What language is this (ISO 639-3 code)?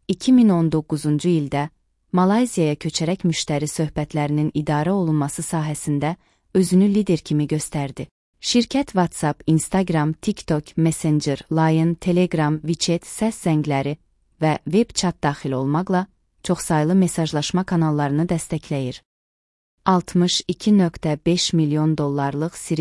aze